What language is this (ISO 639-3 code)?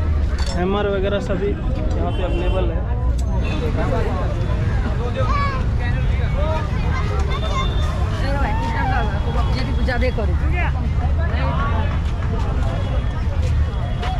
hin